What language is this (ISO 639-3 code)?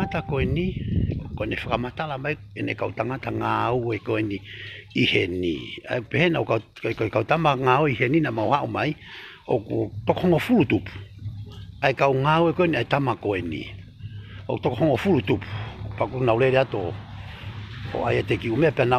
ton